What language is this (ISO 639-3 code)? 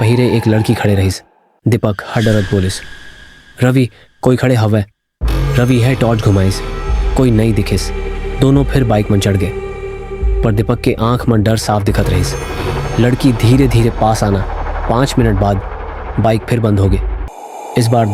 hne